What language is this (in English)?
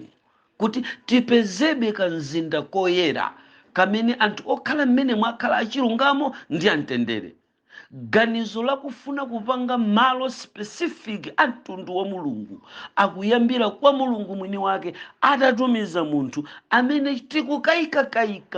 Nyanja